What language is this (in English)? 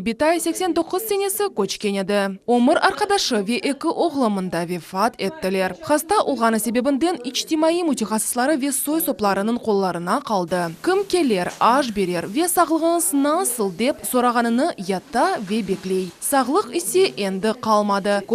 Crimean Tatar